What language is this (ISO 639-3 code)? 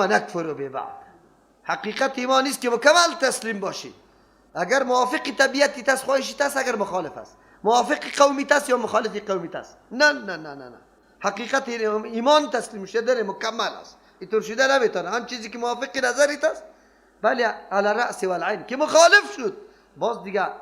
fas